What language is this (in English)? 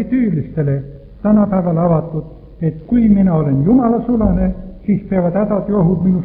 Estonian